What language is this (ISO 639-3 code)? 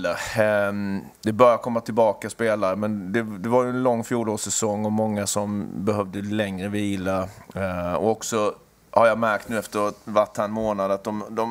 swe